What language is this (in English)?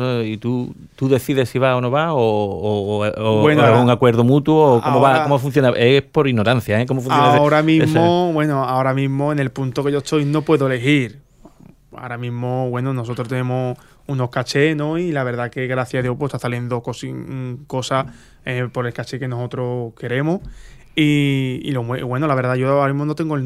Spanish